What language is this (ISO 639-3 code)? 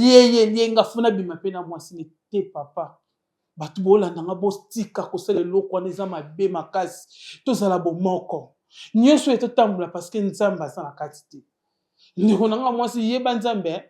lin